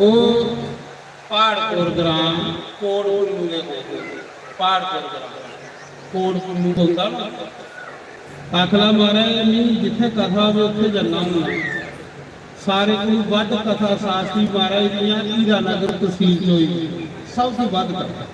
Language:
Dogri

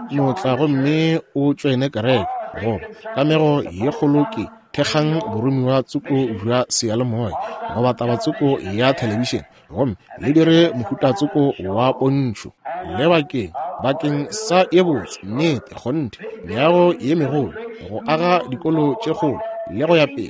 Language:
Northern Sotho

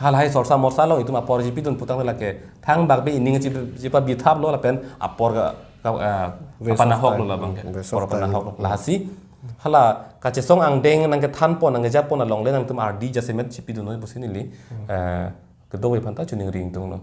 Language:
Karbi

